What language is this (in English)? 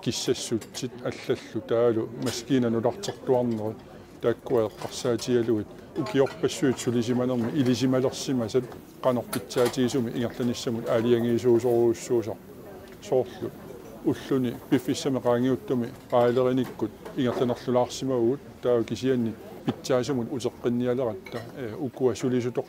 Kalaallisut